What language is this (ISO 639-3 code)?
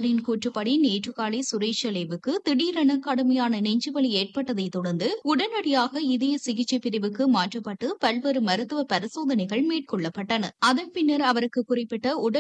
tam